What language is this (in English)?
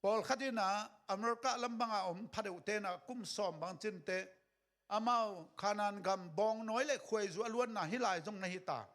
Tedim Chin